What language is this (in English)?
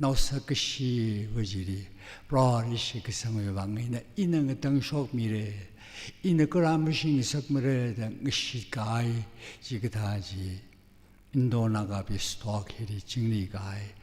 Tangkhul Naga (India)